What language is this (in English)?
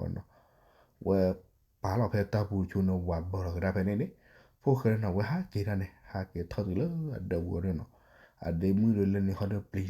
S'gaw Karen